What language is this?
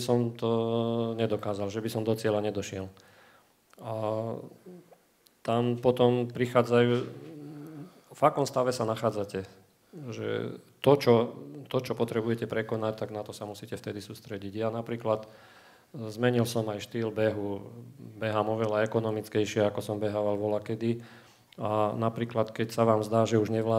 Slovak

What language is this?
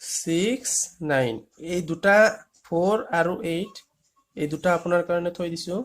Assamese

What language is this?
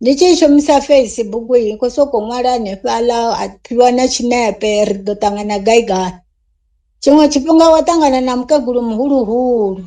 Venda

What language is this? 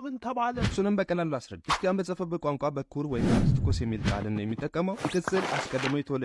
Amharic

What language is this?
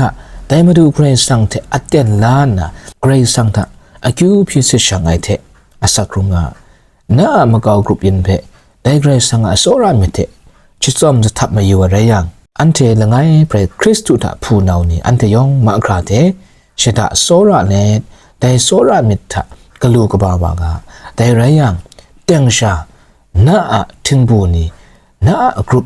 Kachin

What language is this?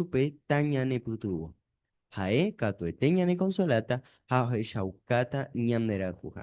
Guarani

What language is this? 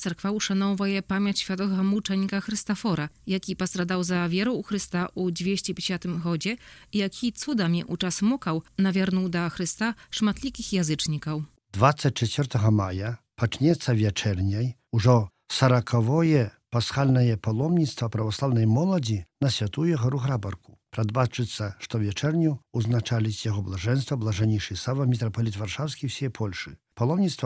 Belarusian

